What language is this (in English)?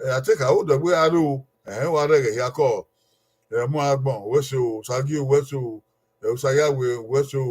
Bini